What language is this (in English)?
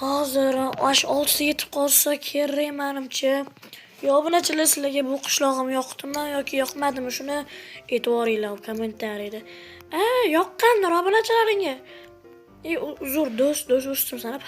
Uzbek